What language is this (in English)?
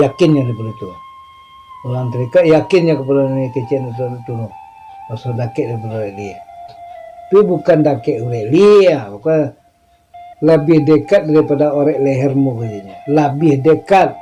Minangkabau